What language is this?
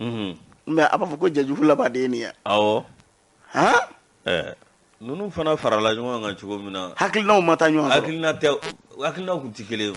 Bambara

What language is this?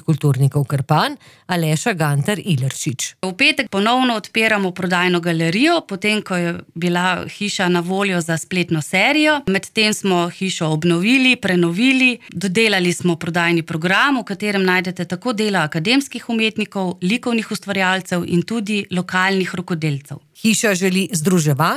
Slovenian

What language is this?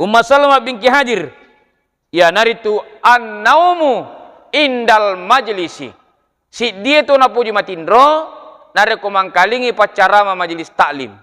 Buginese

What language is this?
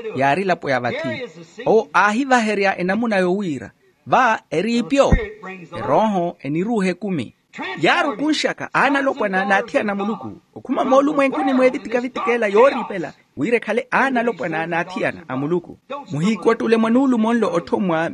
Makhuwa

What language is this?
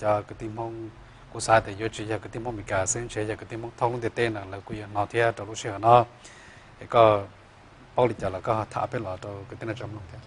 Hmong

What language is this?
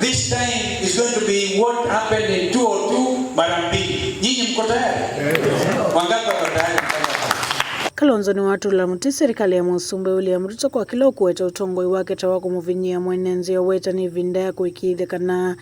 Kamba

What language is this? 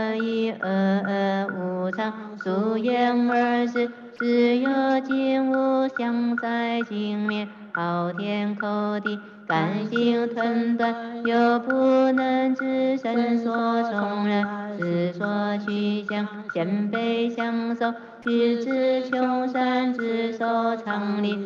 Chinese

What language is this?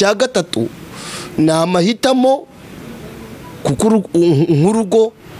Kinyarwanda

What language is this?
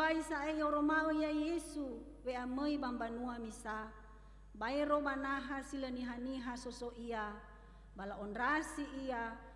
Nias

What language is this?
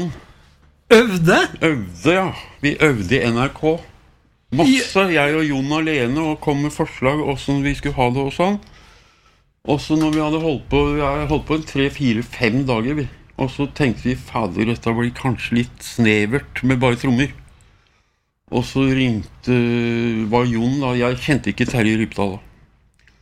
Norwegian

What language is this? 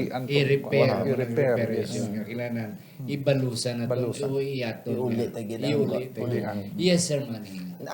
Hiligaynon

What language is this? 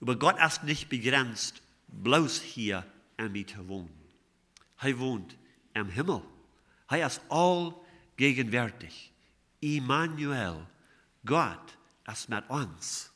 Plautdietsch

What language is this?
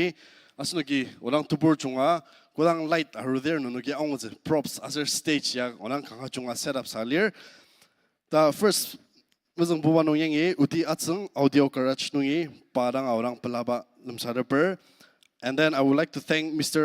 Ao Naga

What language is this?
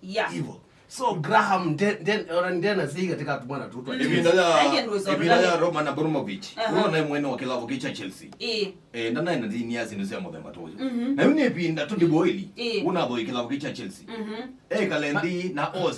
Kamba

